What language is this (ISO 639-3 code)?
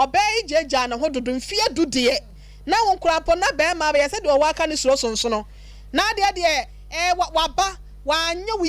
aka